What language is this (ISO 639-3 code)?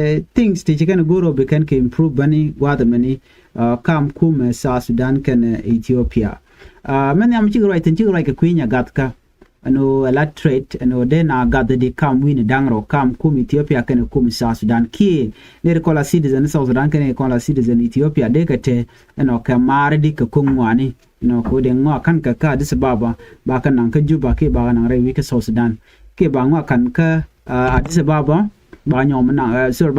nus